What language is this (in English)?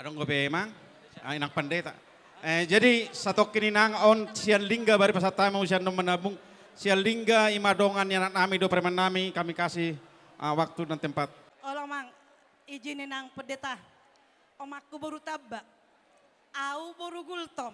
Batak Toba